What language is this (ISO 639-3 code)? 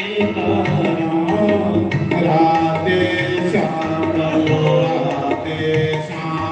doi